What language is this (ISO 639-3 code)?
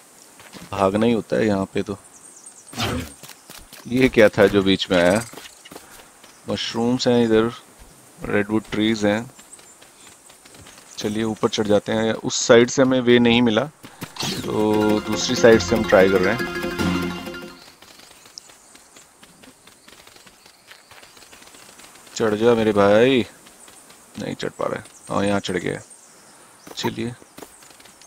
hin